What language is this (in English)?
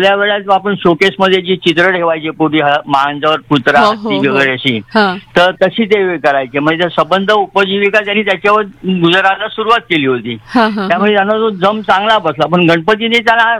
Marathi